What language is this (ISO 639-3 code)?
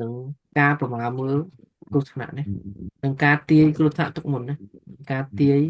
khm